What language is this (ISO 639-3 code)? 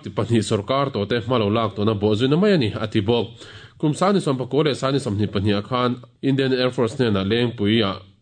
lus